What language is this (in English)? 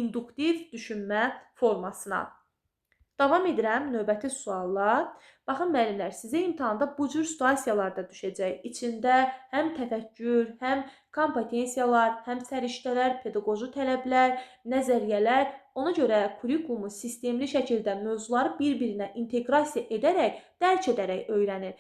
Azerbaijani